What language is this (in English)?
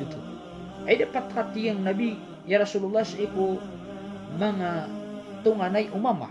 Maranao